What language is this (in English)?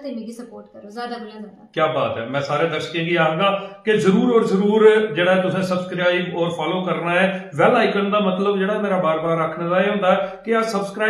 Dogri